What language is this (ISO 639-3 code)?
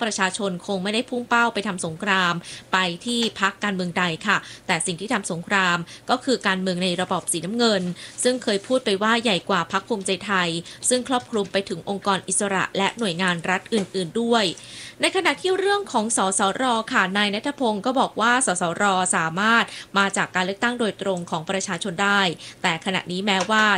tha